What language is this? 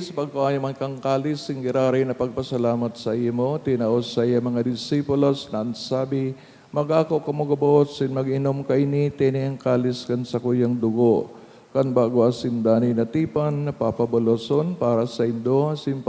Bikol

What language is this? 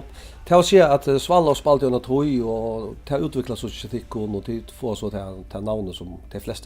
Faroese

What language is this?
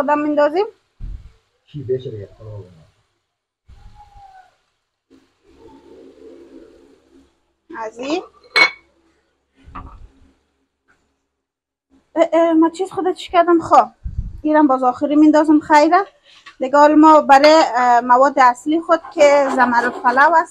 Persian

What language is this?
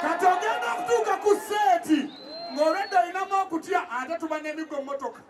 Nyankole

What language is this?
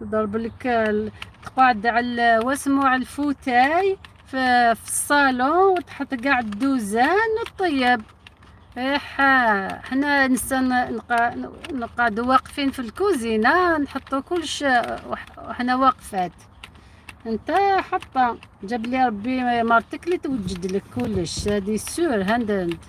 Algerian Arabic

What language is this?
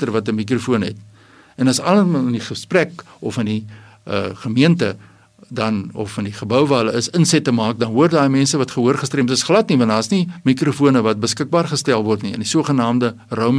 Afrikaans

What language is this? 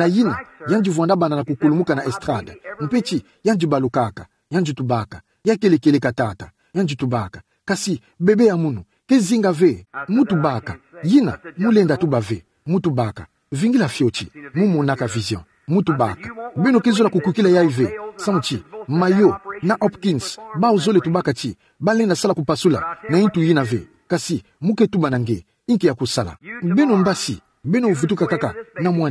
Kituba (Democratic Republic of Congo)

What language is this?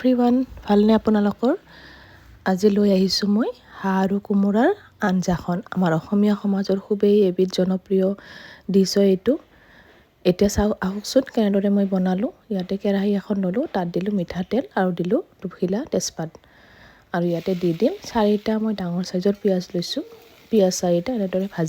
Assamese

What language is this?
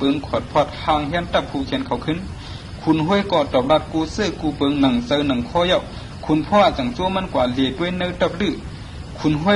Shan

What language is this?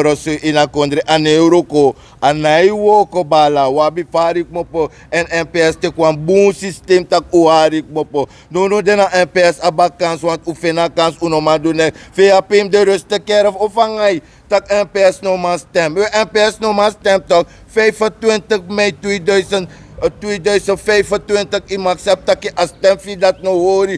Sranan Tongo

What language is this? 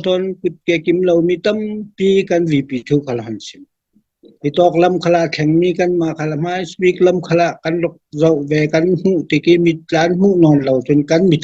Falam Chin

